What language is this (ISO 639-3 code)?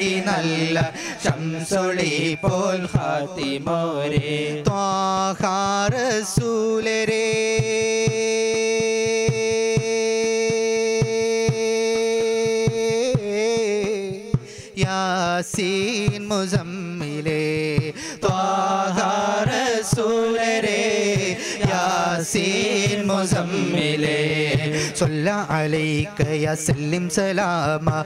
mal